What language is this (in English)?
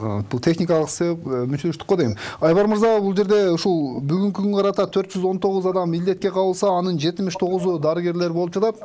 Kyrgyz